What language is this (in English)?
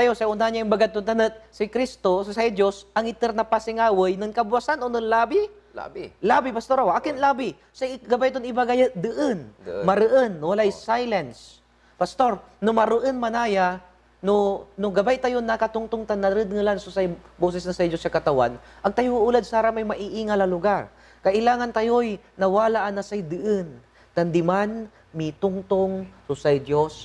Pangasinan